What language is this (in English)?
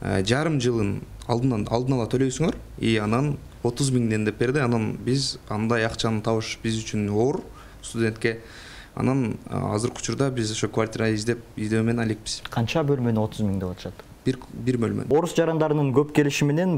Kyrgyz